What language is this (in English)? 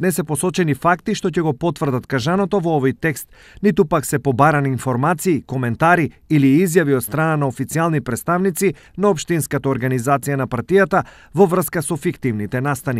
Macedonian